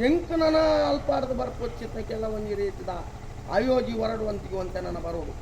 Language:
Tulu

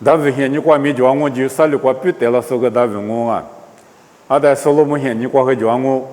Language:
Lisu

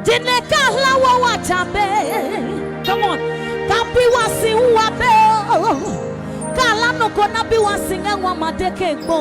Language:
Adangme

